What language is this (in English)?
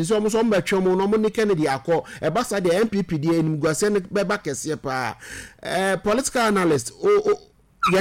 Akan